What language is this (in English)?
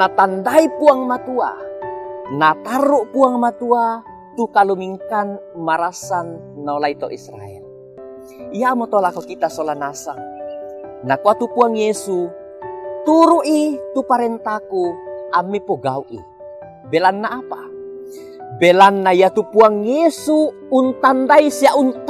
Toraja-Sa'dan